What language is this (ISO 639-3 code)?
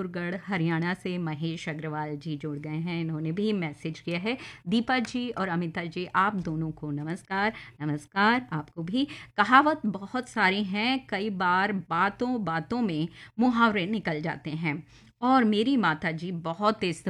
hin